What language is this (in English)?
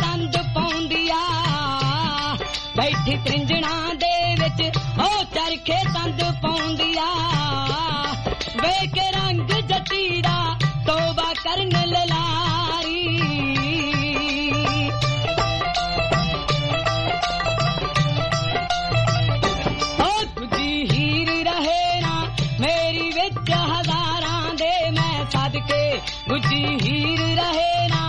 Punjabi